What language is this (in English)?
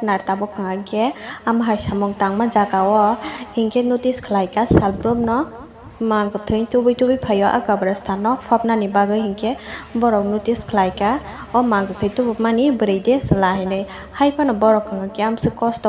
Kok Borok